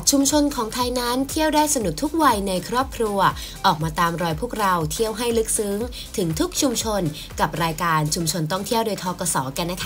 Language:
Thai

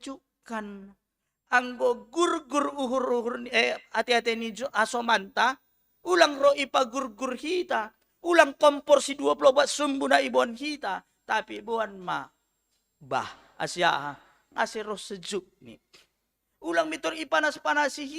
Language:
Batak Simalungun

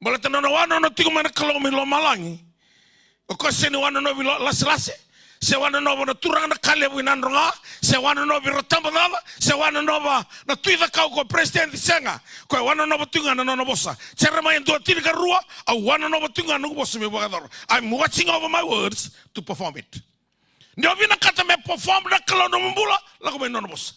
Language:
Fijian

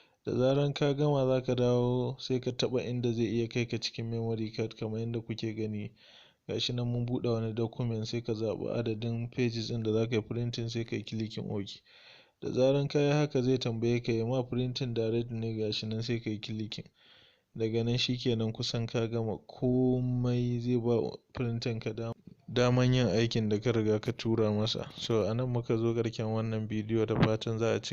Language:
Hausa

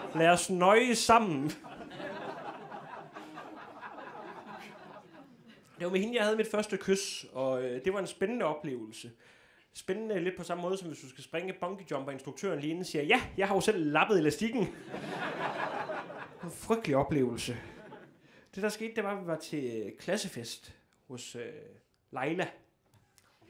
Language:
Danish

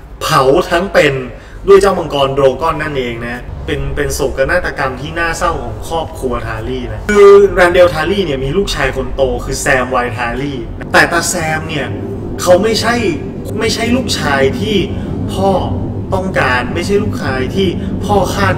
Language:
Thai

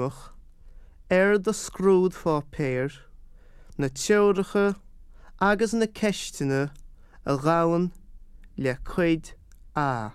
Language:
Irish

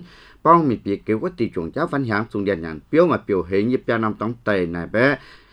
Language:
Vietnamese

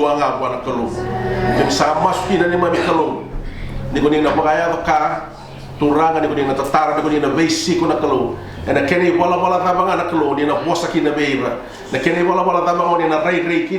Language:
Fijian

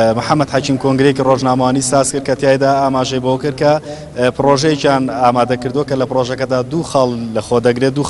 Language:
Central Kurdish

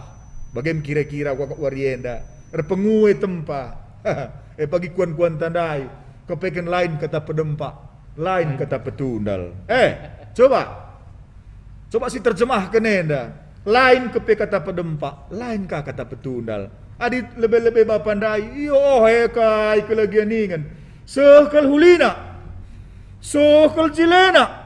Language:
Batak Karo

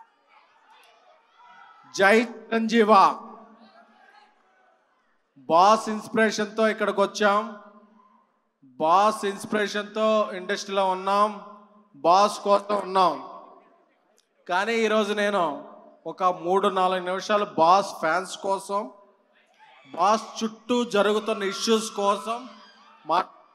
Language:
Telugu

